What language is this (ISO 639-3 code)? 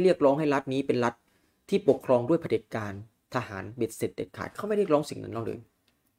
tha